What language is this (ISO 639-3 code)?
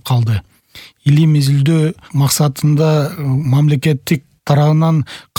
kir